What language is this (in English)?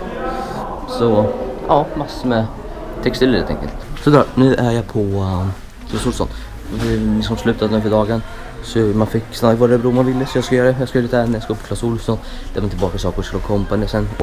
Swedish